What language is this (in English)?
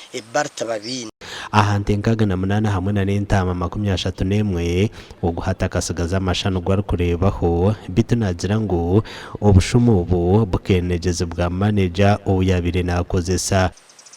Nyankole